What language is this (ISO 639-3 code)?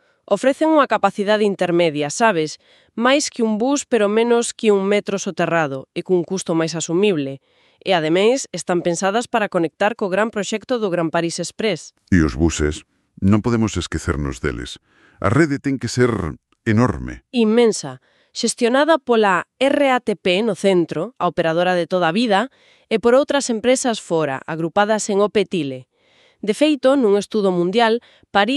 glg